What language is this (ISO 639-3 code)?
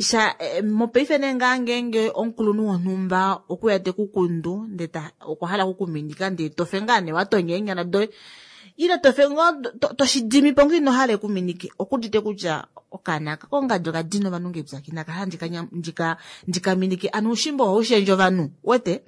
kua